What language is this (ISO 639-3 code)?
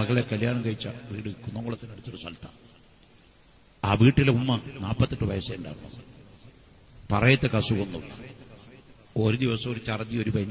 mal